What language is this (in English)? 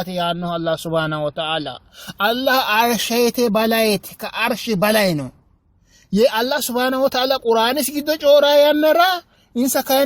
Sidamo